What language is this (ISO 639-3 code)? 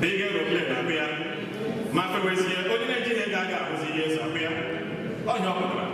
ibo